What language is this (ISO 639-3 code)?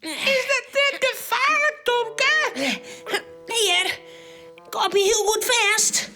fry